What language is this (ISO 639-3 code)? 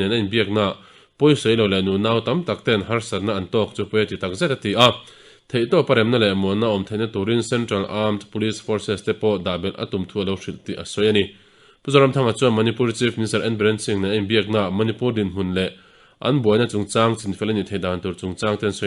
lus